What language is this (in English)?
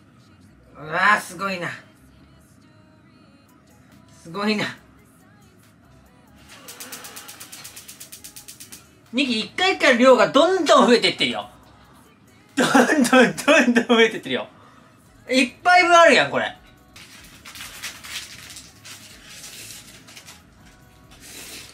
Japanese